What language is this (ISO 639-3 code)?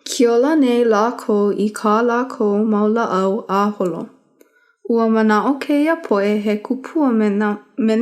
haw